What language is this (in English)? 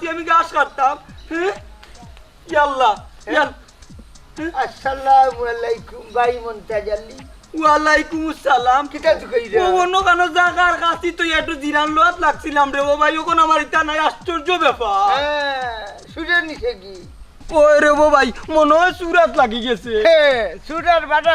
Sylheti